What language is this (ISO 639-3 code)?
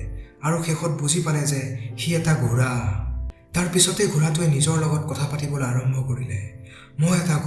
asm